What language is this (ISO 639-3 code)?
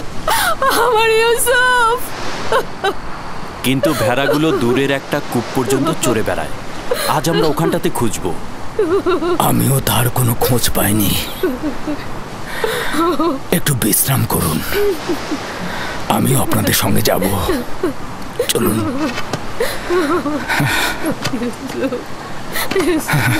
ben